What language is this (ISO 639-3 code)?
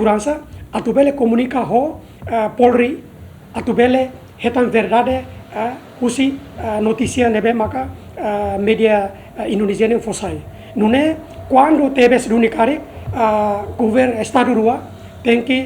tet